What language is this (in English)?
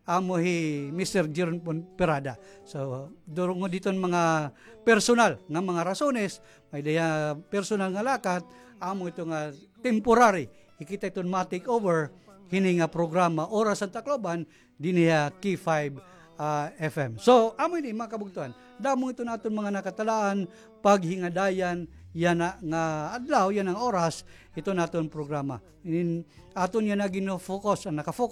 Waray